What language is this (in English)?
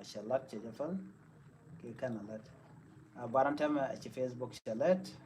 Nuer